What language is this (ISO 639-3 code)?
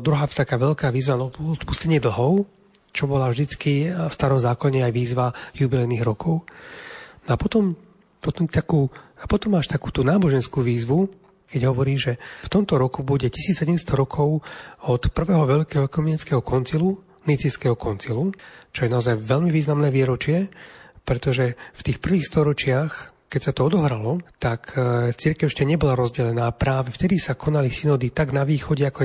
slk